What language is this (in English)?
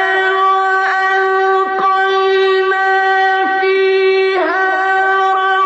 Persian